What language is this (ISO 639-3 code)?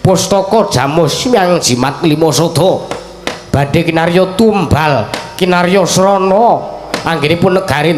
jav